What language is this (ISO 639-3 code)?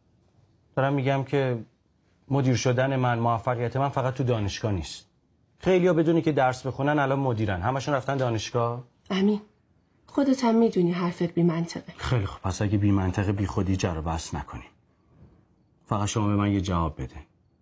fas